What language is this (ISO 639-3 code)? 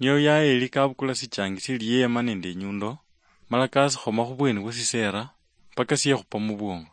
luy